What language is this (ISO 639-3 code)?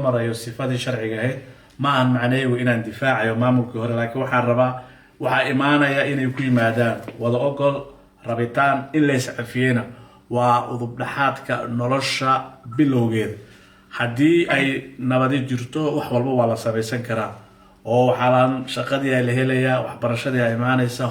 som